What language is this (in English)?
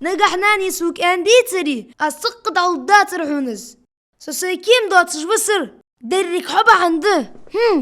Ingush